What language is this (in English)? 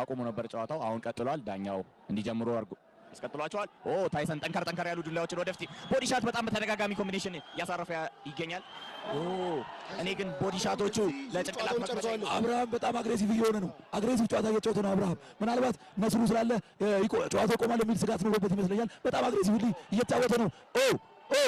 Amharic